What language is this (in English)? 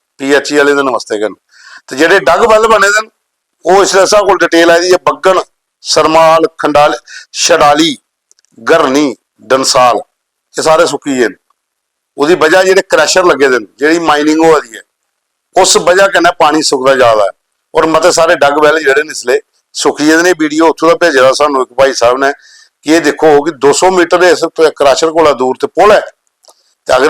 Dogri